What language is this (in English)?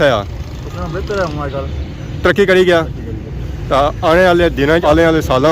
Pahari-Potwari